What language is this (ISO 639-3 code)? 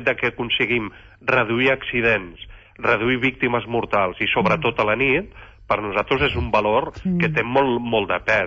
cat